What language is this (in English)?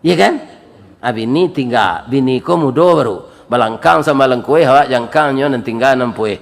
Minangkabau